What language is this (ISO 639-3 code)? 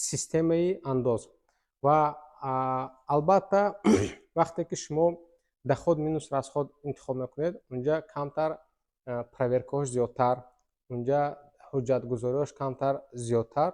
tgk